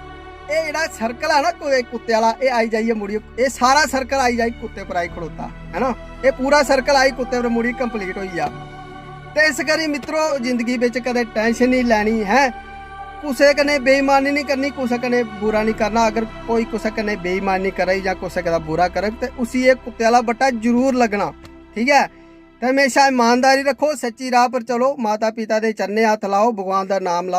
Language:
Dogri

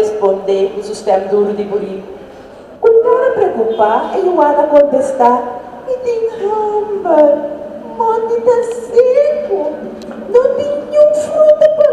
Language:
Papiamento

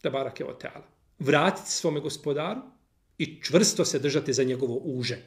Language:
Bosnian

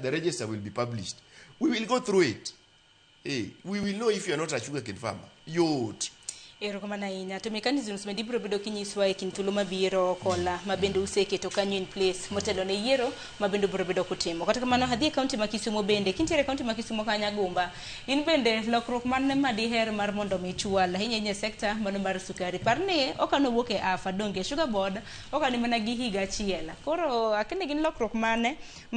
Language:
Luo (Kenya and Tanzania)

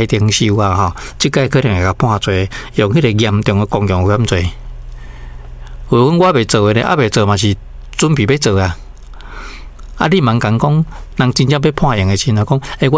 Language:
Min Nan Chinese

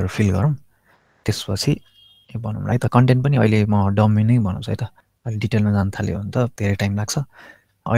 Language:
Nepali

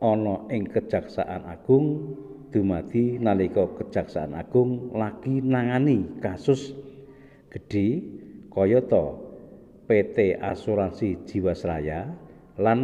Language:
Javanese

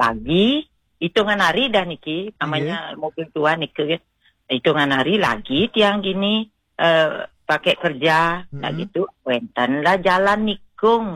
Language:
Balinese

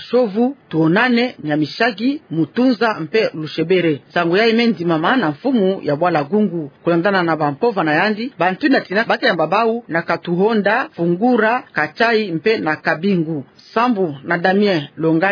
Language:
Kituba (Democratic Republic of Congo)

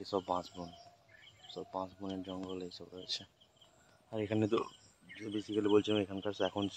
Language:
Bangla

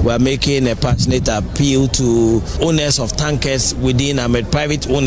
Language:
Akan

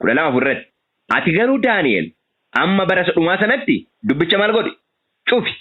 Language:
Oromo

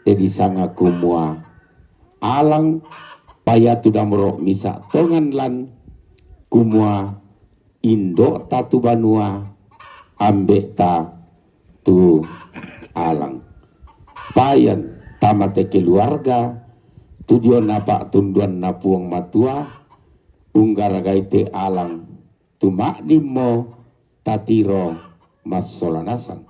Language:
Toraja-Sa'dan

